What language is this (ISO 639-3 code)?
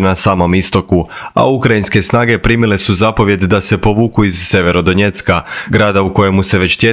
hrv